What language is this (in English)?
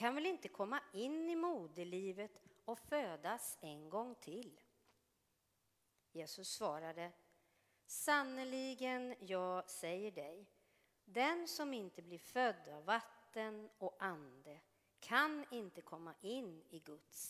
Swedish